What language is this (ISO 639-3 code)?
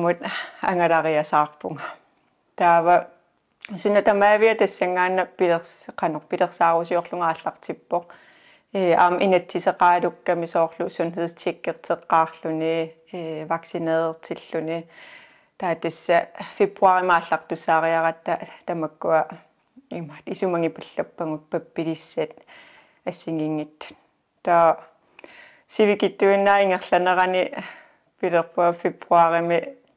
kal